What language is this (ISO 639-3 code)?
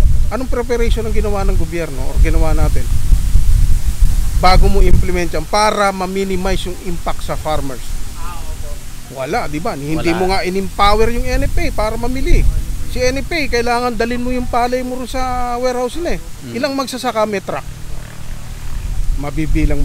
fil